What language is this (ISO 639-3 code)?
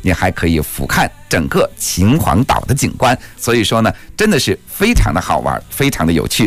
zho